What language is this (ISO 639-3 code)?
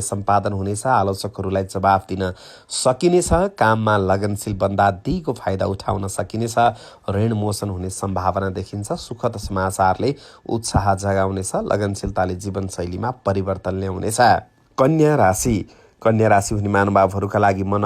nep